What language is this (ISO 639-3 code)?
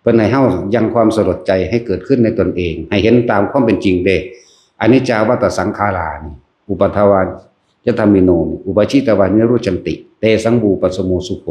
tts